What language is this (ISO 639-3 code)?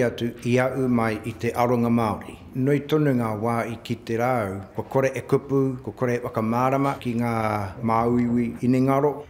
mri